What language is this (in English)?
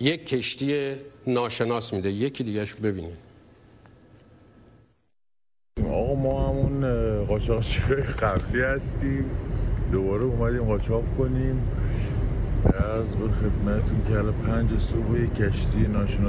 Persian